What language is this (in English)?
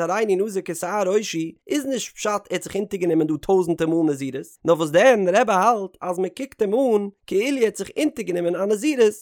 Yiddish